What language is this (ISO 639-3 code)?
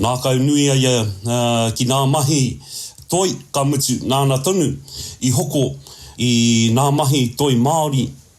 mri